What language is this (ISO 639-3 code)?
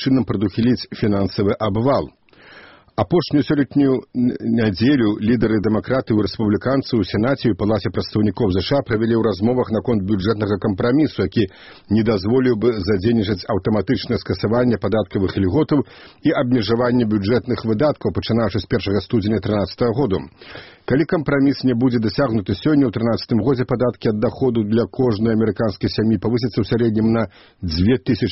bel